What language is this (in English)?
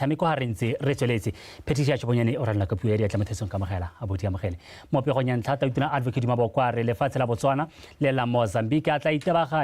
Tswana